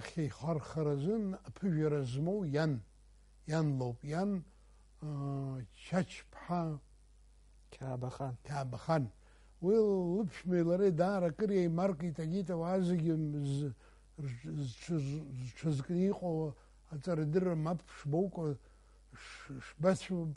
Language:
Abkhazian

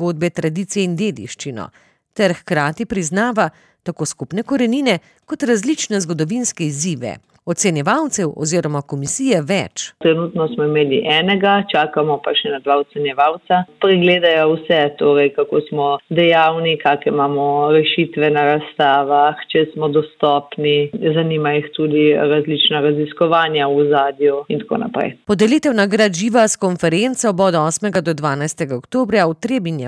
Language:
Slovenian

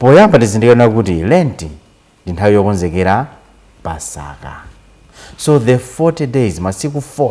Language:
Nyanja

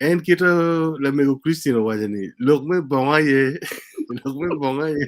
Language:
Acoli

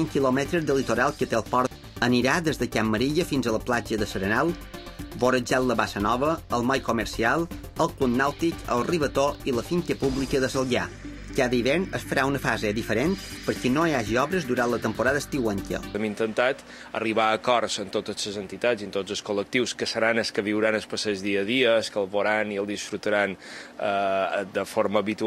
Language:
Catalan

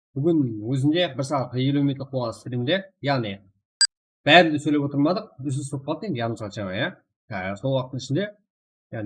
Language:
Kara-Kalpak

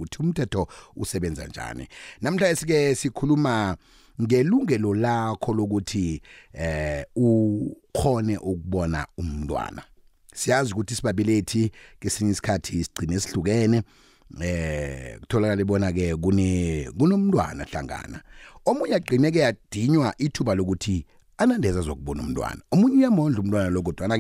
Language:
South Ndebele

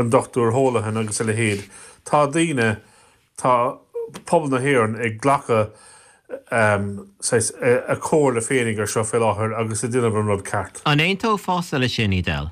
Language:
Irish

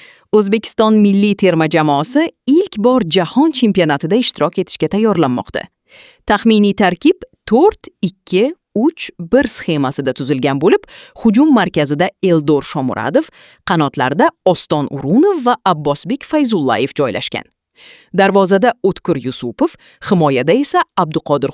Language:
Uzbek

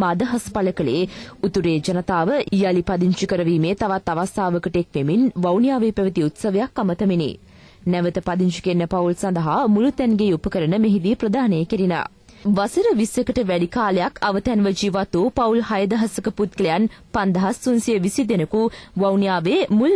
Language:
Sinhala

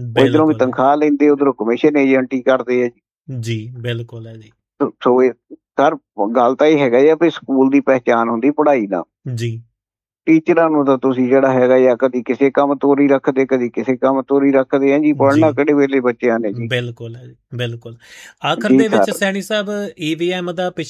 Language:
Punjabi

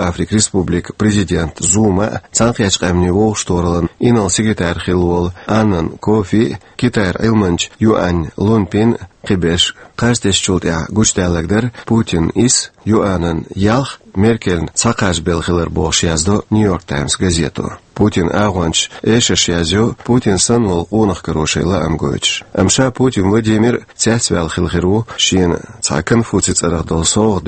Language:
Chechen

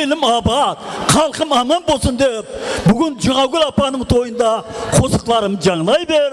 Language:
Kara-Kalpak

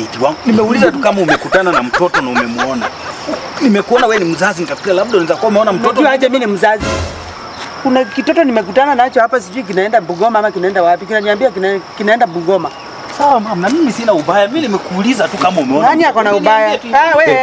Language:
Swahili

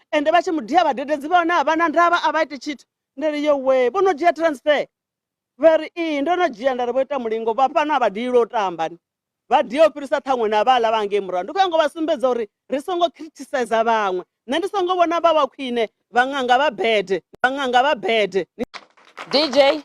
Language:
Venda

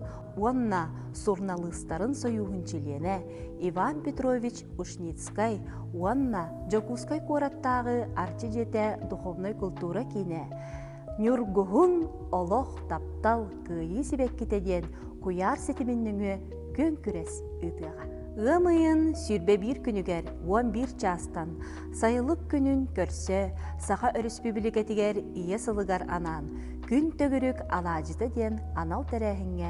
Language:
Yakut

